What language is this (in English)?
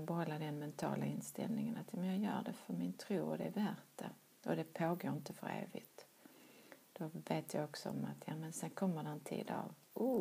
Swedish